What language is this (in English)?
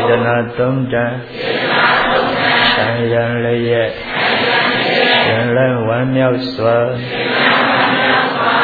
Burmese